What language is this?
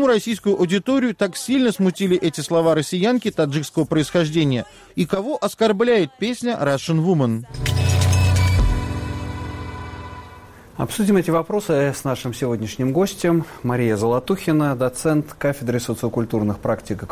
Russian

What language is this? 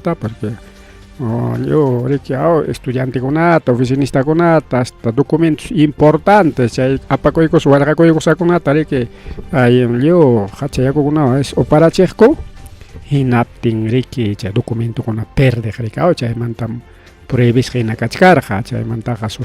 Ayacucho Quechua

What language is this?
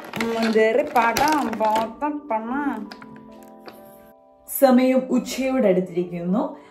Malayalam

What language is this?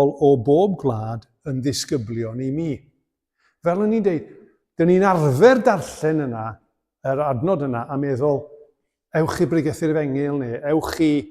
Welsh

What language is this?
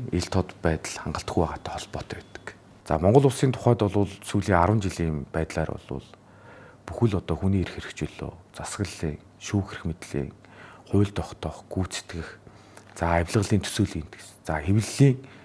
Mongolian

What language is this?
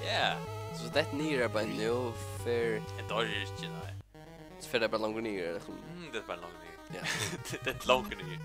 Faroese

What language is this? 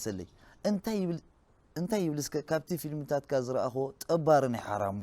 Tigrinya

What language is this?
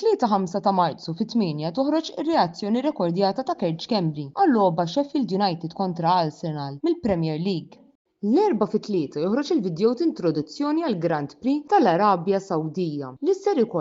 Maltese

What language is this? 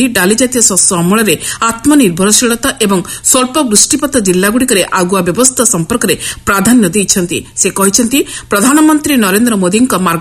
Odia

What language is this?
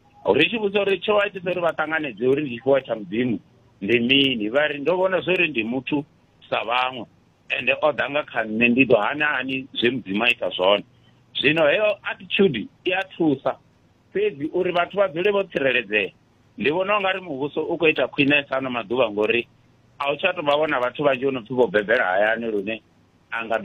Venda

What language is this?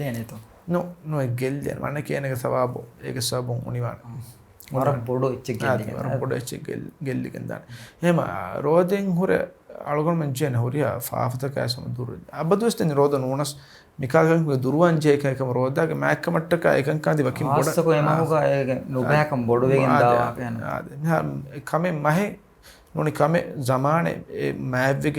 Divehi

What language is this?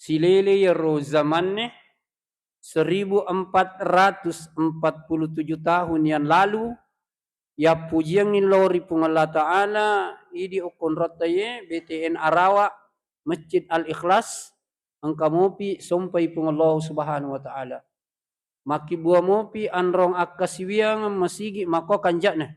Buginese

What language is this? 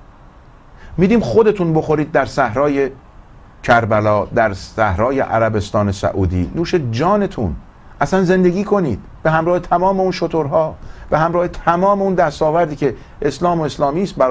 Persian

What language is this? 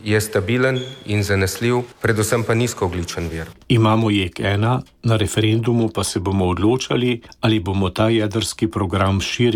Slovenian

